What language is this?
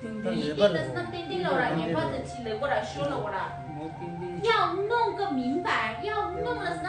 Tibetan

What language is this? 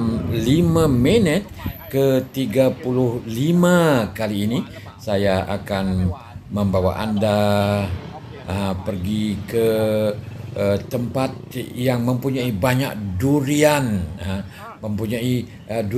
Malay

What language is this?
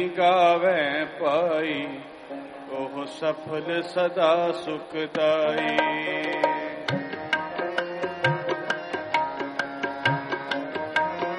Punjabi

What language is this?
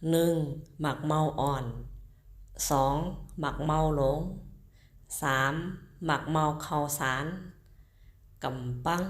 Shan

